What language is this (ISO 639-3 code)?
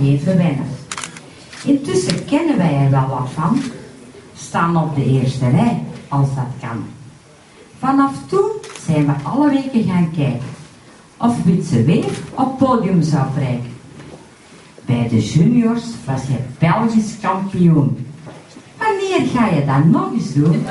nld